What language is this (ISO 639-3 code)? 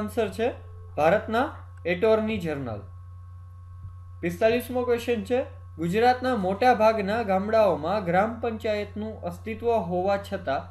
guj